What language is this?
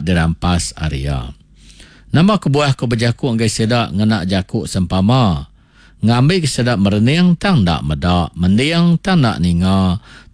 Iban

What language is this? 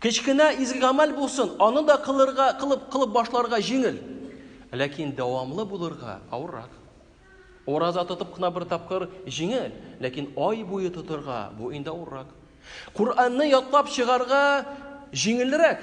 Tatar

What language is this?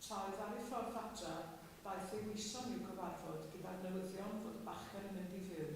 Welsh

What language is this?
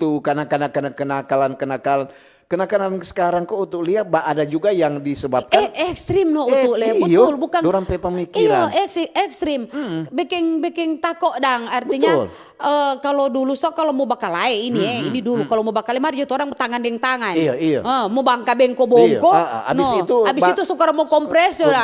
Manado Malay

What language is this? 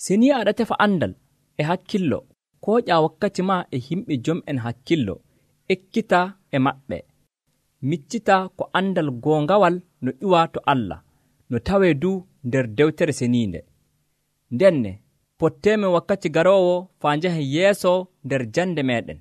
Nigerian Fulfulde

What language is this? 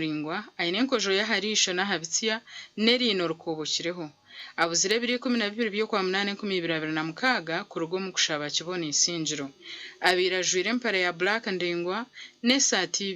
Nyankole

